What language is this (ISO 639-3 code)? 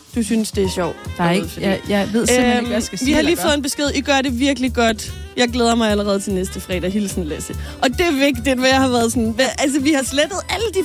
dan